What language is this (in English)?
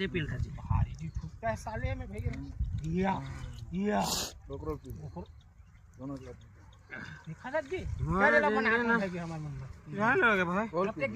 Chhattisgarhi